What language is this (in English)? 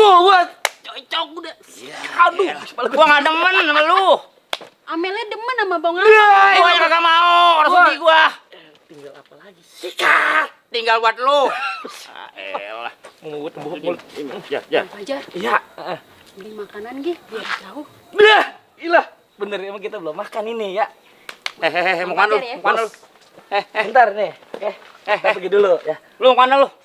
Betawi